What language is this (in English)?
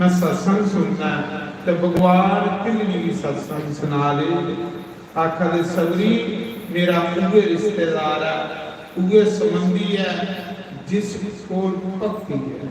Dogri